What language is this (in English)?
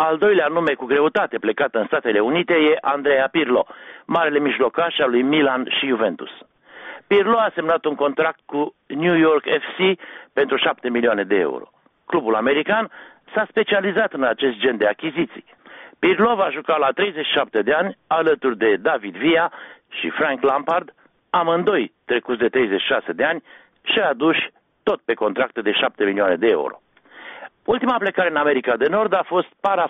Romanian